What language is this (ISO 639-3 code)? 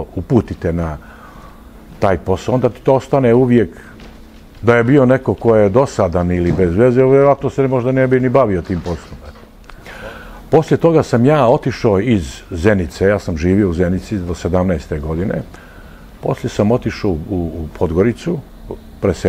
bos